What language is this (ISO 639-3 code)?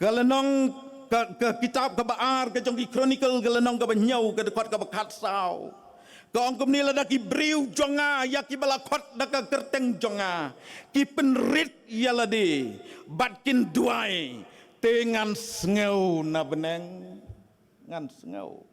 kha